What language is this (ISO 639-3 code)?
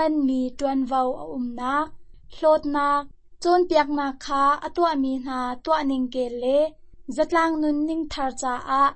cnh